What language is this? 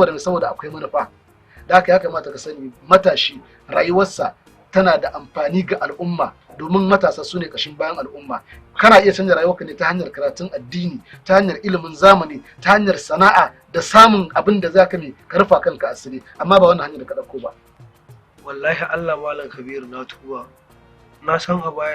Hausa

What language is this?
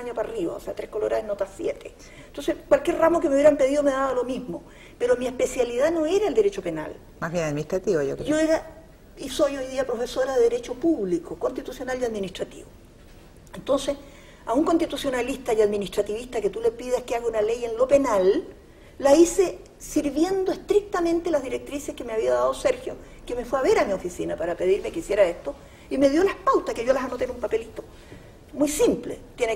Spanish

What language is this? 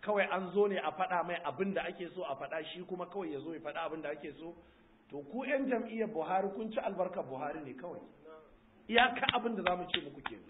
Hausa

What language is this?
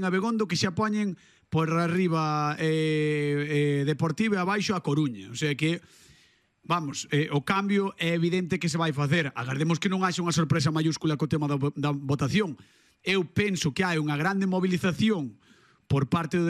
Galician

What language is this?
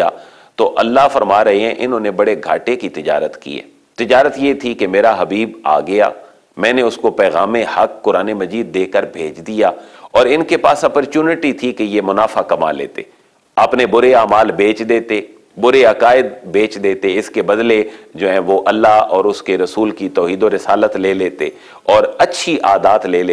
Urdu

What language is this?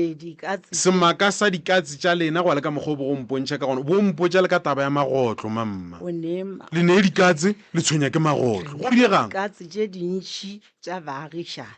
Northern Sotho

